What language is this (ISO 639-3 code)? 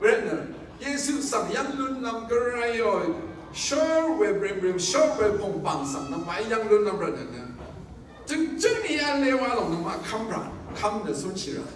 raw